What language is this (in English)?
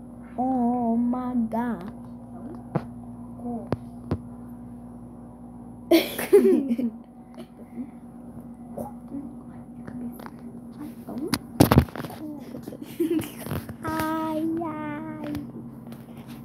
Portuguese